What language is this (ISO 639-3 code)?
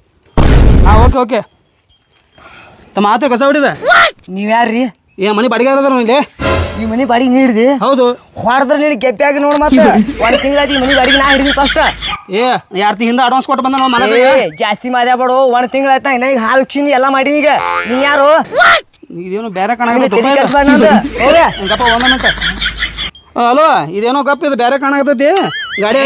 kan